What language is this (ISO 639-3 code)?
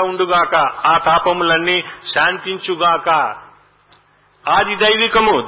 tel